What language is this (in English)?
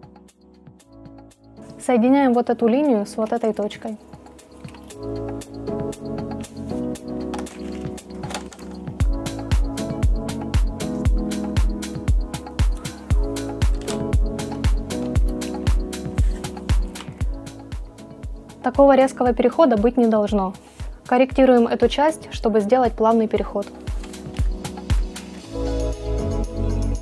Russian